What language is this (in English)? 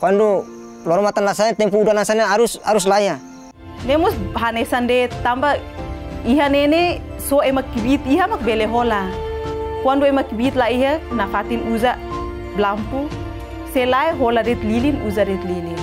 Tetum